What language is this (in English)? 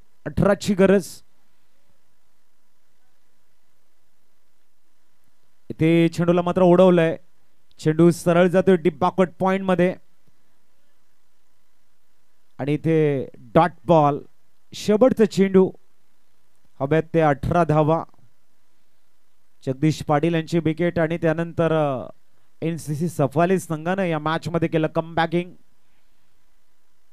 Marathi